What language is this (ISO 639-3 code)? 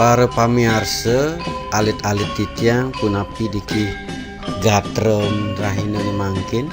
ban